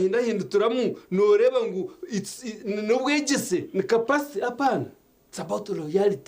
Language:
Nyankole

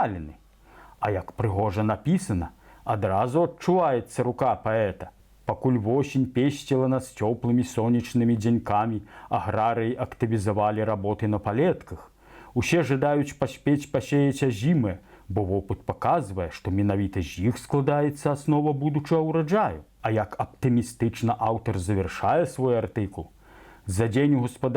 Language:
Belarusian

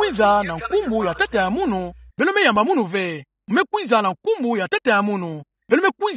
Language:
Kituba (Democratic Republic of Congo)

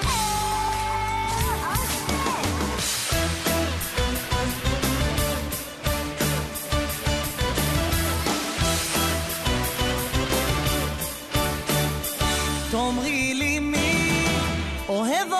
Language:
Hebrew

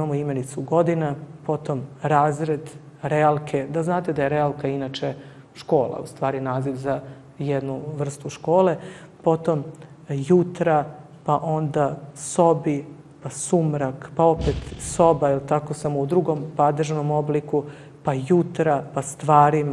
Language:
Serbian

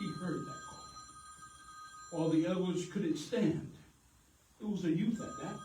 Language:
Samoan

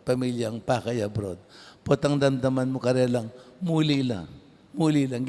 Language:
Pampanga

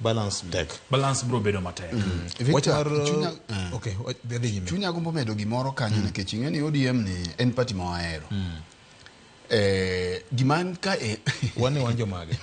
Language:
Luo (Kenya and Tanzania)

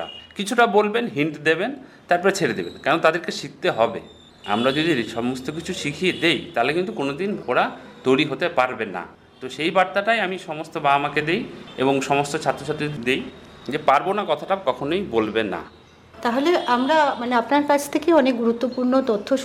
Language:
Bangla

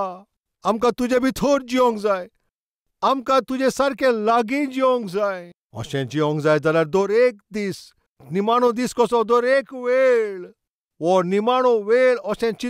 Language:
Konkani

